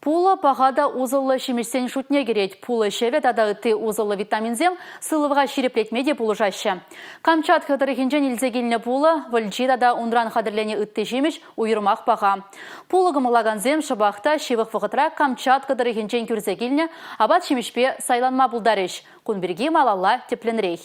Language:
Chuvash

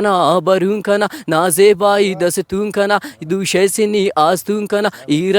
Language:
Brahui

